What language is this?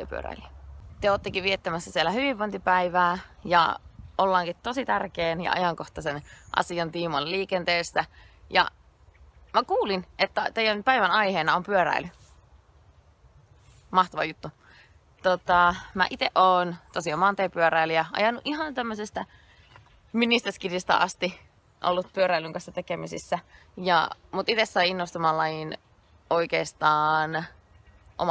Finnish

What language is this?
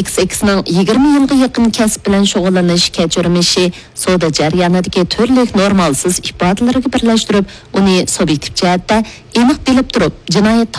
Uyghur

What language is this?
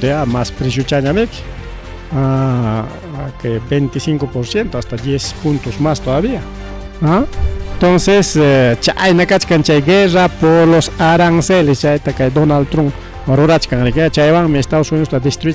Ayacucho Quechua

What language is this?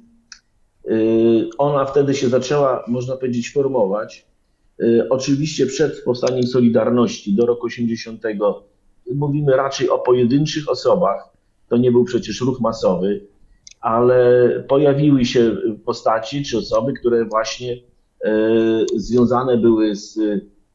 Polish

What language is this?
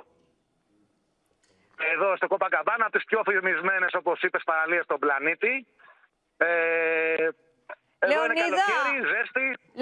Greek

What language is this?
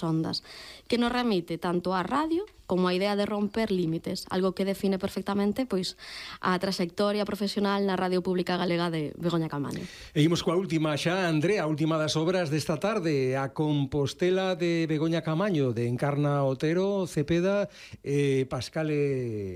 Galician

